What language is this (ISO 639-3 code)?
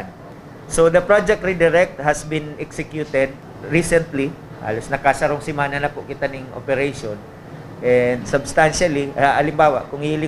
bik